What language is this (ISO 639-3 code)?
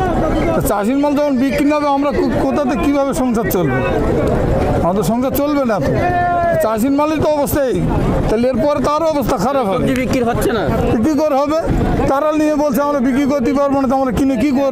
ben